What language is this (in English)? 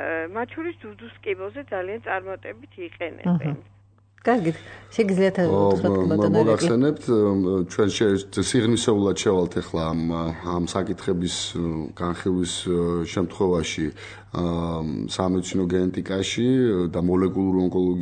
Georgian